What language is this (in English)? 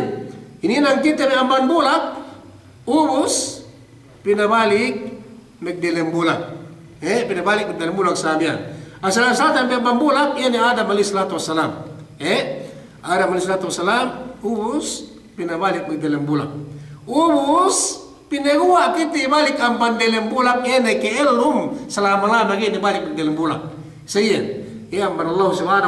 Yakan